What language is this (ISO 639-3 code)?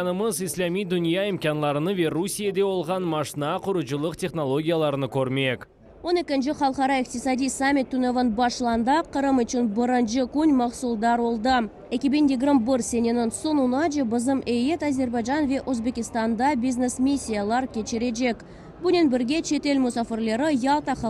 crh